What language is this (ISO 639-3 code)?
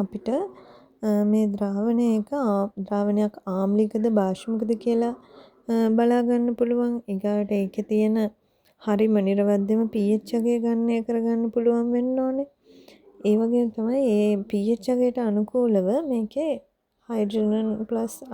sin